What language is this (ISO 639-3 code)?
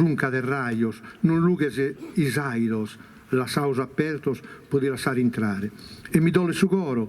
srd